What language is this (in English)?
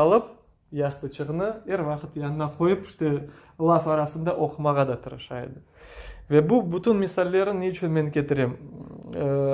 Crimean Tatar